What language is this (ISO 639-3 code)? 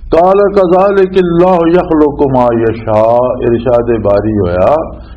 lah